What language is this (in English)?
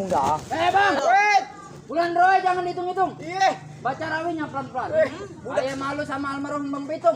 Betawi